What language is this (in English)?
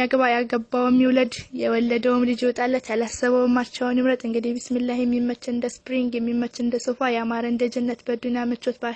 Amharic